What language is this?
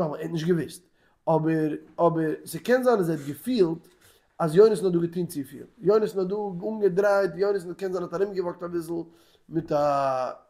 Yiddish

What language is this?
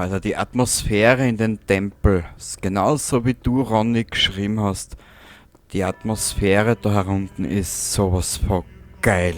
Bavarian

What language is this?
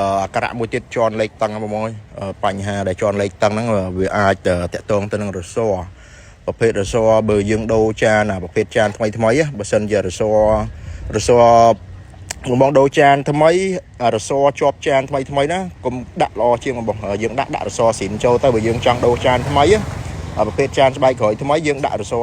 Khmer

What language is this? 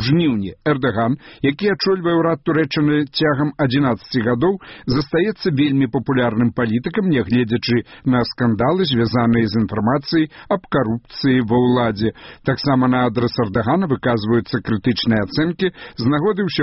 Belarusian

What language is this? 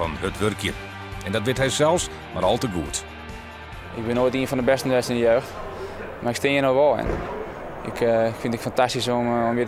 Western Frisian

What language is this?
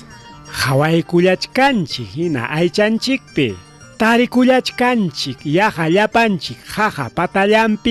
Ayacucho Quechua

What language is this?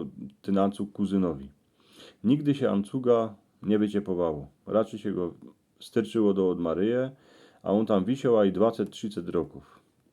Silesian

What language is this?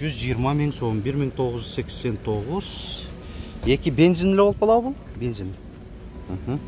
Kyrgyz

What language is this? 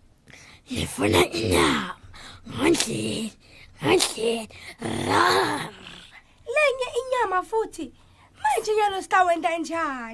Swati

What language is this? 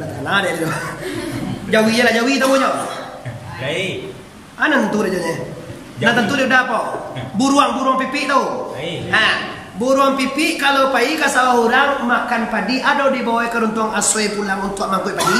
Minangkabau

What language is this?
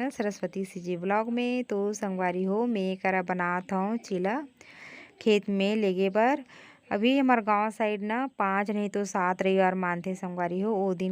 Chhattisgarhi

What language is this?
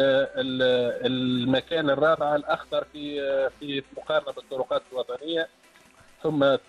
Tunisian Arabic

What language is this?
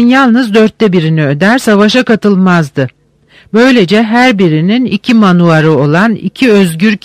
Turkish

